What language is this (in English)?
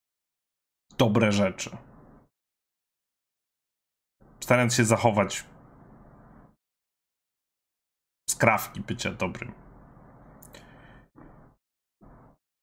Polish